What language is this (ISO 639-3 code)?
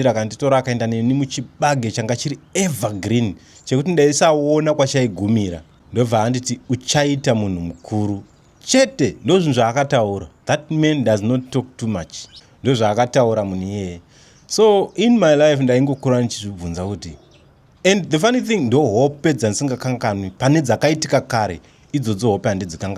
sna